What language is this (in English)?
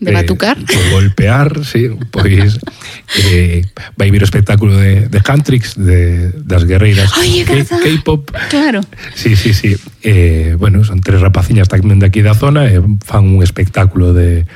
Galician